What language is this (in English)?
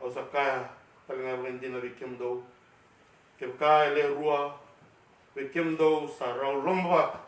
Fijian